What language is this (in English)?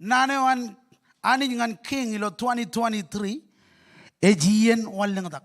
Marshallese